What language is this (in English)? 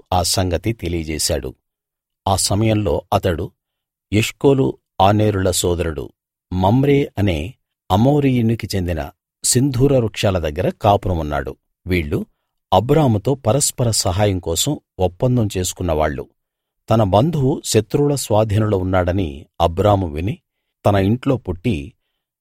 Telugu